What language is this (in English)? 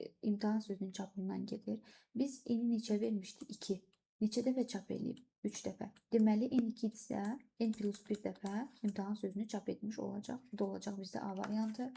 Azerbaijani